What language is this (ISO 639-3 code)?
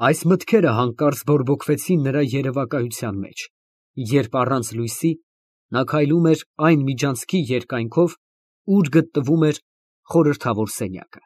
hye